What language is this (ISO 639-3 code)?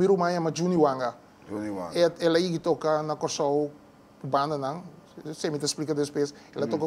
pap